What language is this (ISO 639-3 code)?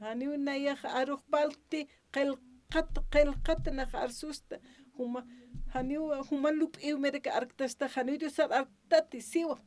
aym